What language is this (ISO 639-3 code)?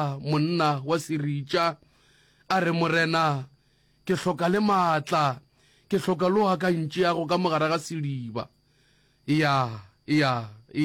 nso